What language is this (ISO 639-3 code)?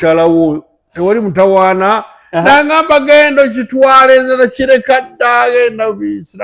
lug